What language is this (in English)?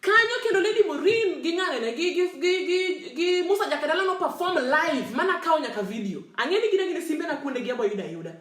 Luo (Kenya and Tanzania)